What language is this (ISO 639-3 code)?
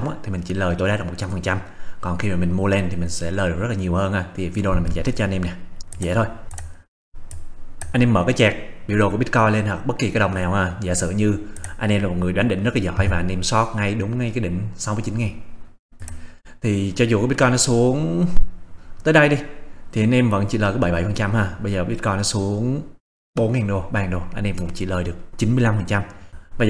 vie